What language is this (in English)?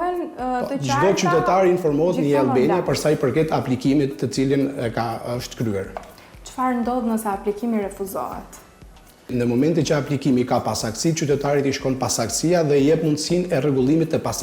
Albanian